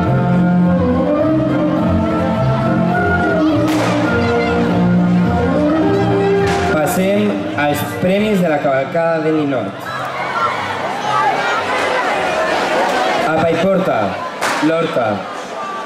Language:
Catalan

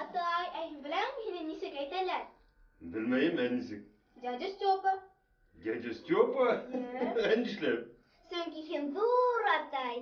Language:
Bashkir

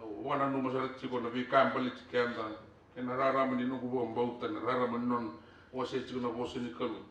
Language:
Fijian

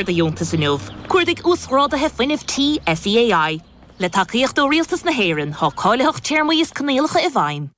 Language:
Irish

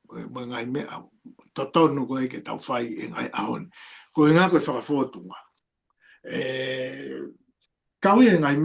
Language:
Tongan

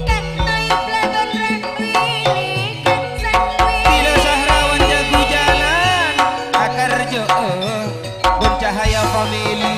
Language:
Madurese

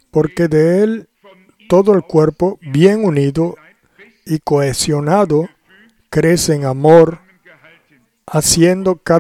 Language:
Spanish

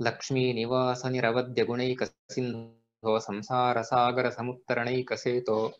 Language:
Sanskrit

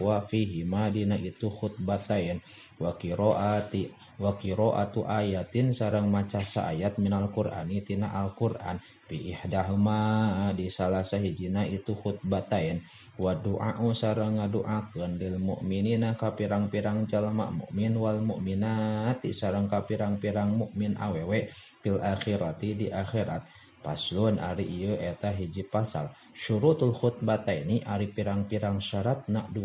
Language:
Sundanese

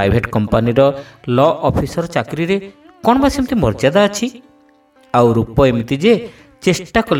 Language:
Odia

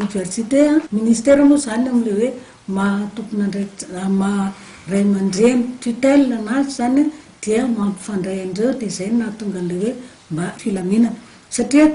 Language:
Malagasy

